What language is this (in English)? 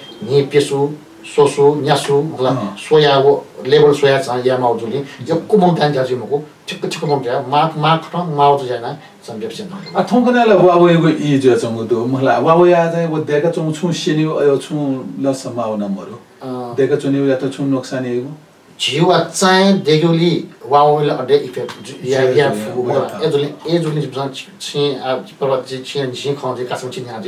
Newari